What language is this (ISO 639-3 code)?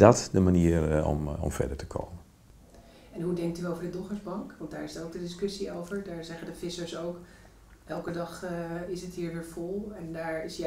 nld